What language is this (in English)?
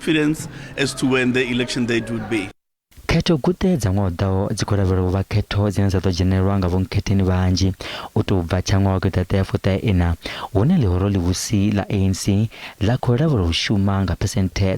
Venda